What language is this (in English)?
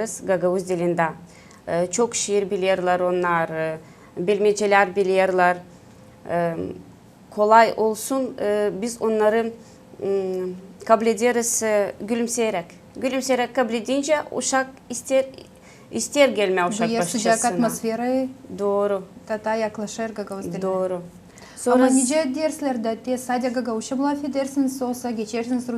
Gagauz